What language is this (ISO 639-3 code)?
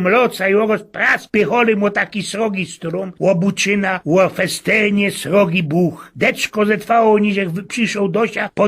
szl